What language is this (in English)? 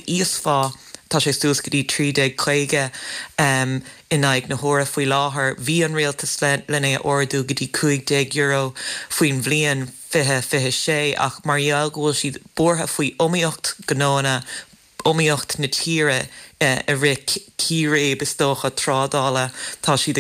Irish